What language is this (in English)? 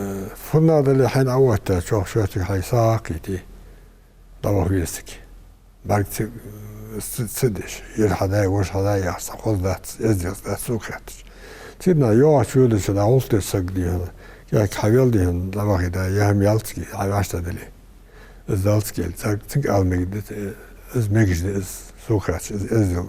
Ingush